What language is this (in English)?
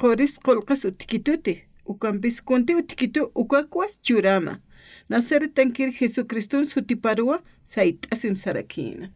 Aymara